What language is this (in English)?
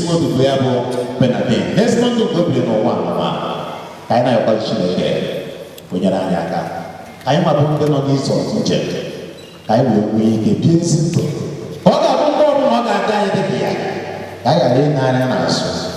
Igbo